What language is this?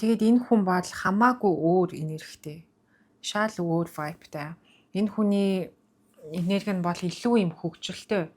Mongolian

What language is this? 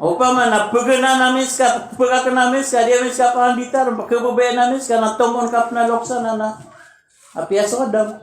Maranao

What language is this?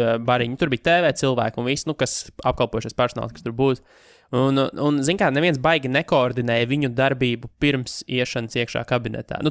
Latvian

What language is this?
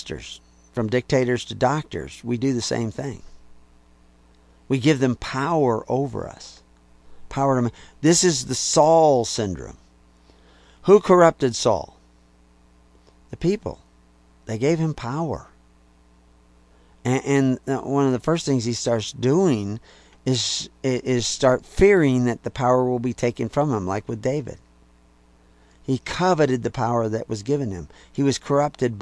English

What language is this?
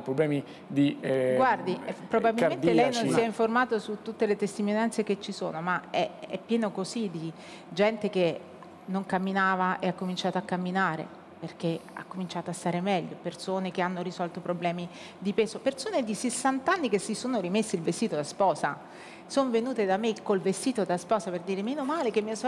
Italian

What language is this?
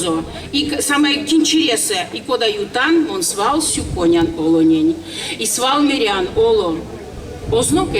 Erzya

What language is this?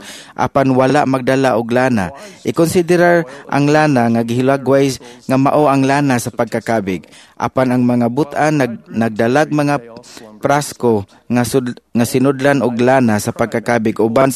Cebuano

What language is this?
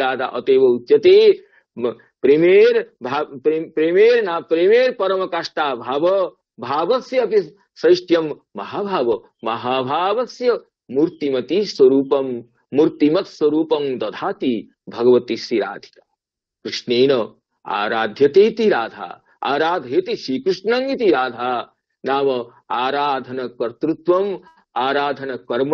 Sanskrit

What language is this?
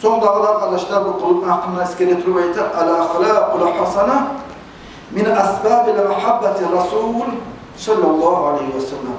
Kumyk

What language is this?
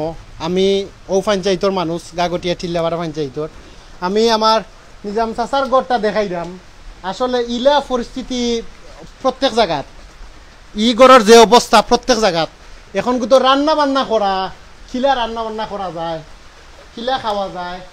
Sylheti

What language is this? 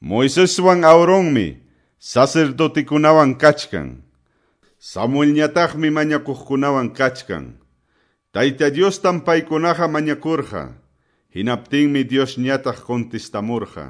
Quechua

